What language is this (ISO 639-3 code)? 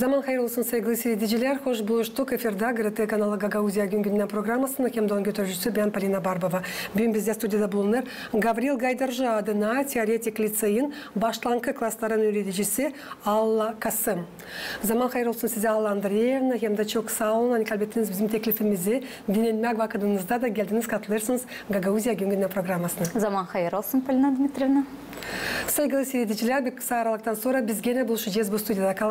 gag